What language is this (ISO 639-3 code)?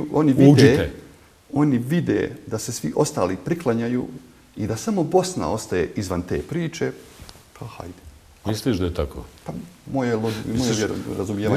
bos